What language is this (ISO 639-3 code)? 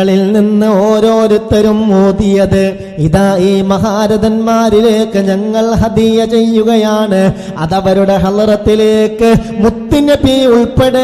mal